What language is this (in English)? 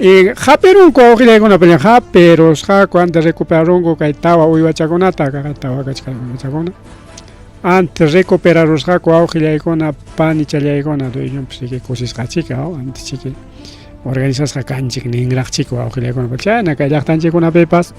Ayacucho Quechua